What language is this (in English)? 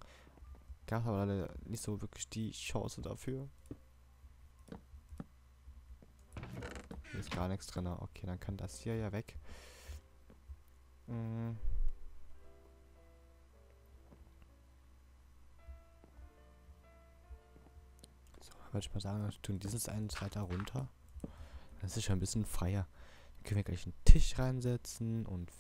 German